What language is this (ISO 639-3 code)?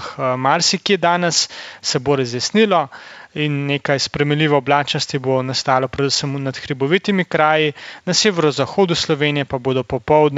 slv